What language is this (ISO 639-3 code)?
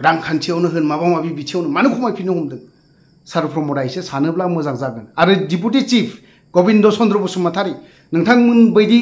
brx